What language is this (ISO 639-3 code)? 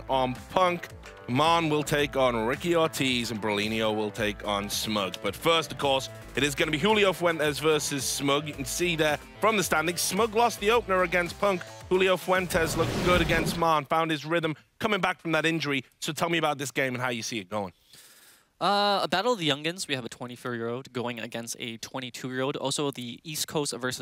eng